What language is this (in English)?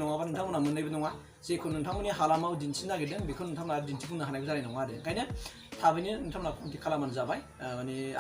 Bodo